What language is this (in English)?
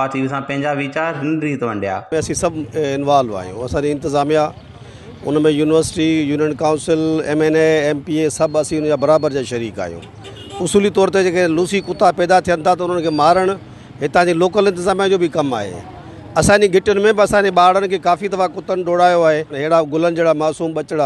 Sindhi